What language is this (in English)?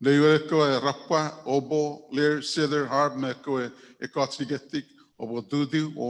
Chuukese